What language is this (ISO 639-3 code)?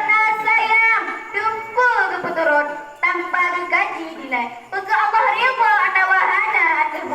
ace